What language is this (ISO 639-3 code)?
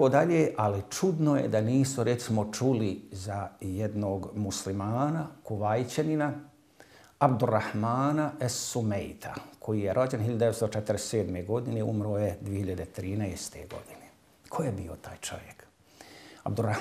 bos